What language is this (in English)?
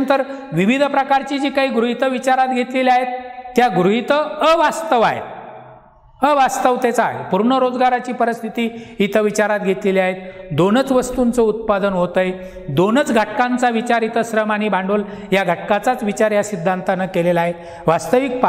Marathi